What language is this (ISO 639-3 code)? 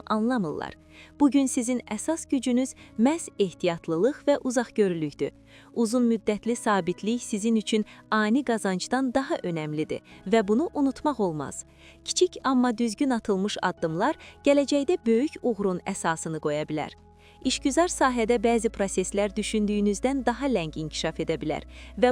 aze